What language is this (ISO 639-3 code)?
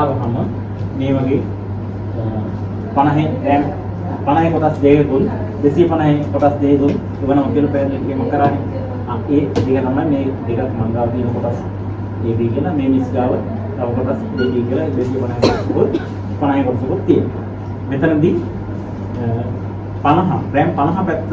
sin